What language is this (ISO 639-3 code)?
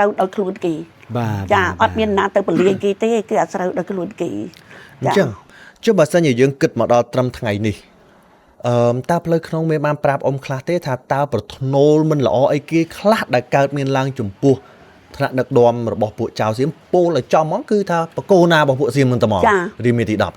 khm